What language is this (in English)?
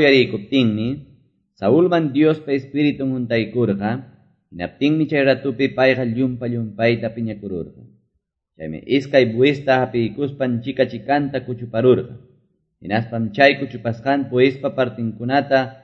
Quechua